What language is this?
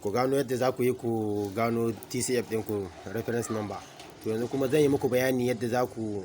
Hausa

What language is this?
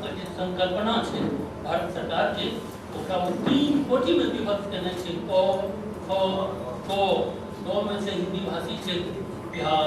Maithili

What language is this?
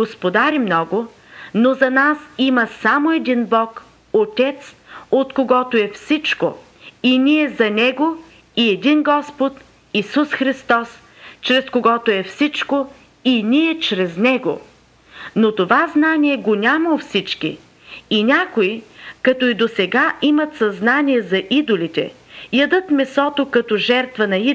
Bulgarian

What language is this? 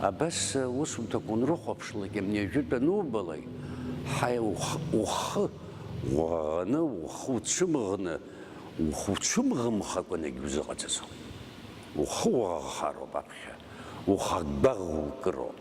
Abkhazian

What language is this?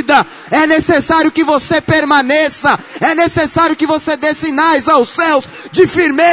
Portuguese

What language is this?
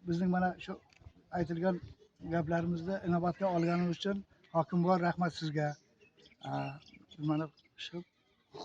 Uzbek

